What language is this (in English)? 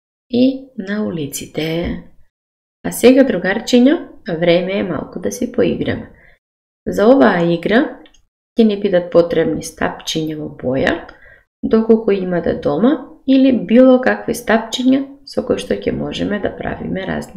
Macedonian